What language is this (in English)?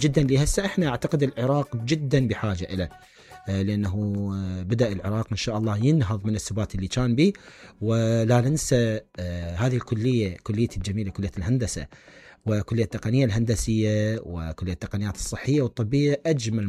Mesopotamian Arabic